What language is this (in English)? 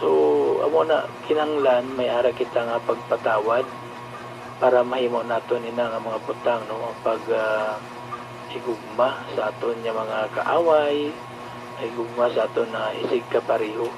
Hiligaynon